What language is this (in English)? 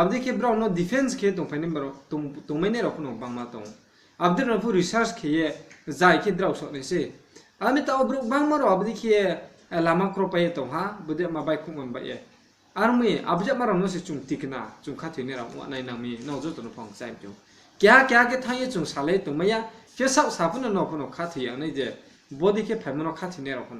Riang (India)